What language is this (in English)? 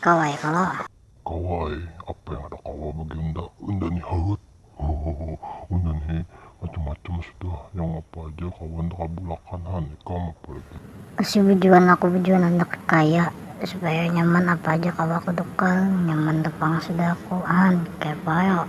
Banjar